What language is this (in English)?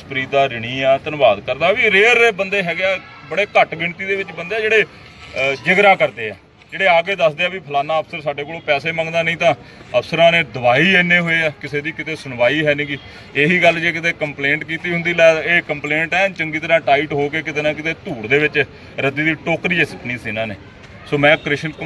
Punjabi